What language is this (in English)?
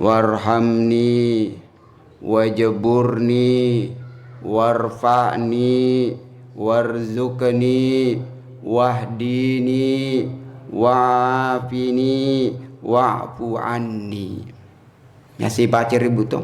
Buginese